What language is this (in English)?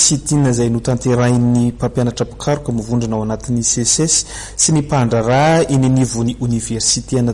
Malagasy